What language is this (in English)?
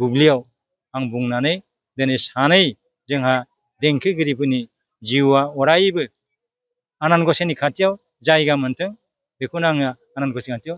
Bodo